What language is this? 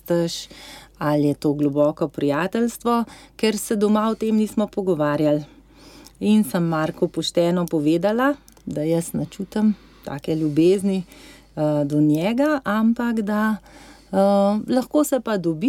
Slovenian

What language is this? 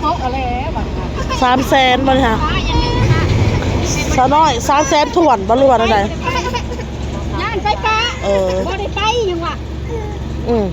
Northeastern Thai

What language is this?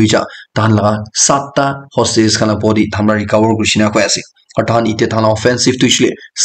Naga Pidgin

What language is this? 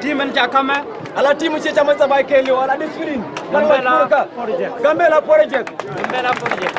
Nuer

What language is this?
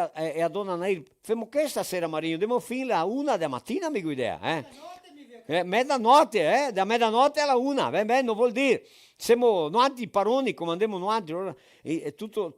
Venetian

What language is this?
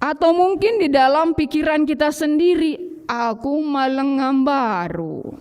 Batak Karo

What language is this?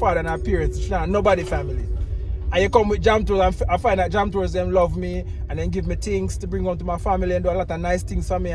Jamaican Creole English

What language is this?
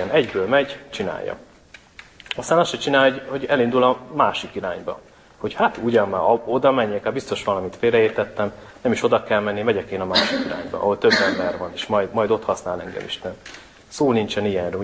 Hungarian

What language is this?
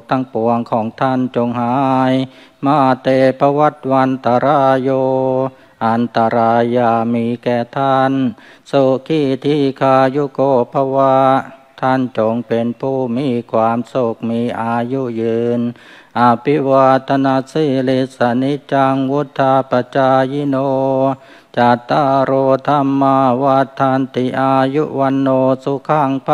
Thai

